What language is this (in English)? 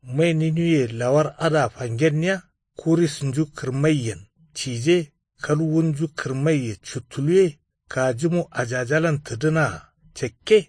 Kanuri